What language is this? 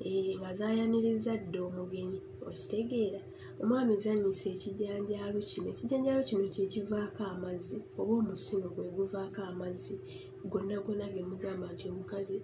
Ganda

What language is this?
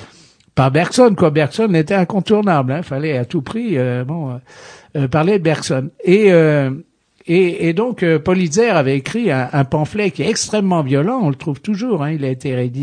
French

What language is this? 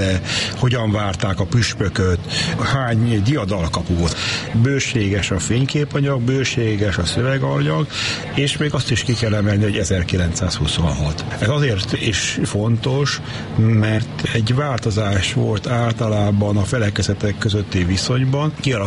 Hungarian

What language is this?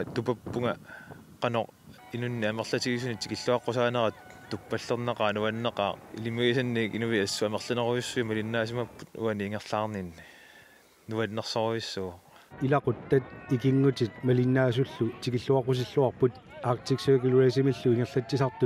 Kalaallisut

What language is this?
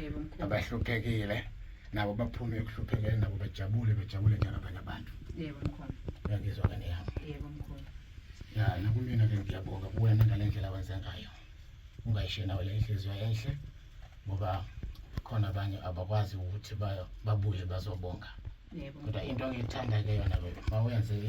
Zulu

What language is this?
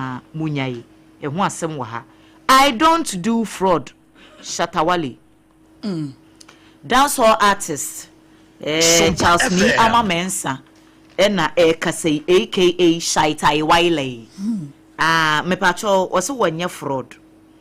Akan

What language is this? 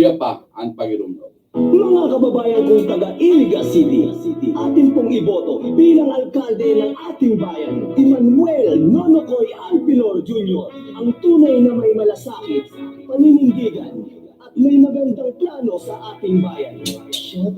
Bikol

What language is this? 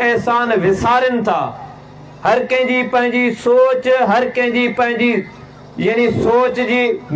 Sindhi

